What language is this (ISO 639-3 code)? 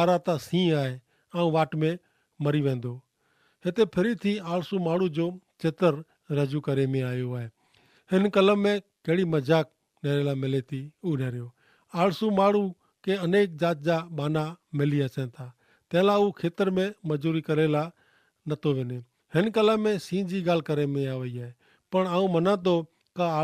kfr